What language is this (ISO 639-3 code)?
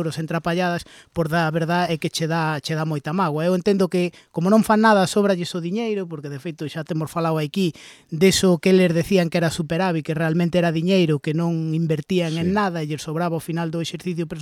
glg